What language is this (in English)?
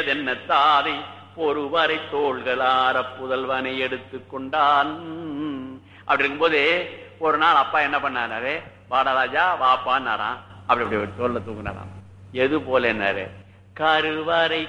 Tamil